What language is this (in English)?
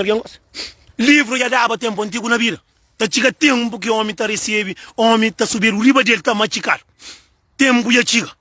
Kabuverdianu